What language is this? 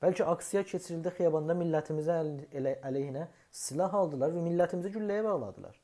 South Azerbaijani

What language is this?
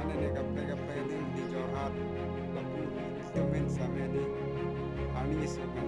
Karbi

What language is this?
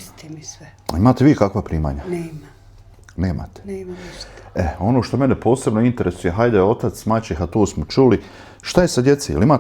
Bosnian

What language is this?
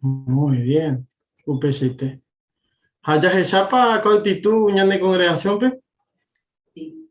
Guarani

